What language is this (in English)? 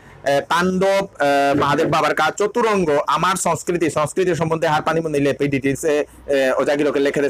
Bishnupriya